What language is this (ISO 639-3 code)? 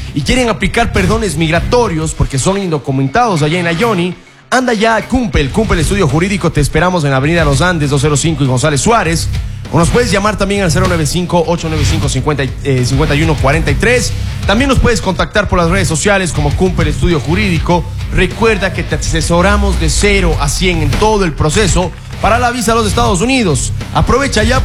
spa